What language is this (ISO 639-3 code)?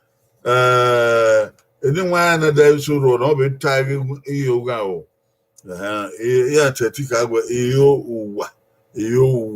bin